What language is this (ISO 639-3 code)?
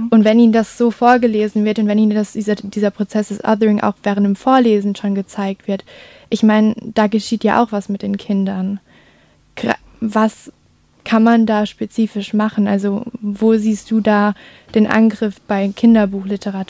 deu